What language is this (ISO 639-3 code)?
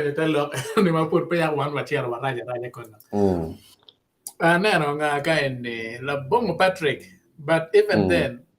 ach